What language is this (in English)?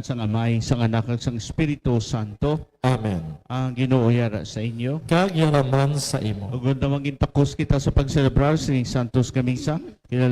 Hiligaynon